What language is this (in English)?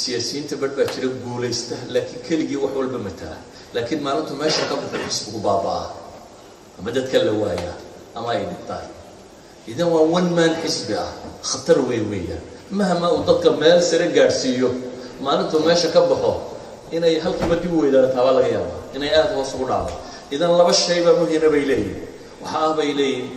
Somali